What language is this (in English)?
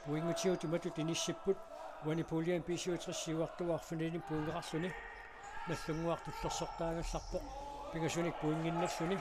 Kalaallisut